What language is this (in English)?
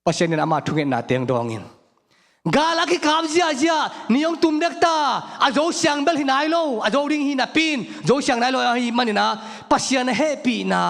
Tedim Chin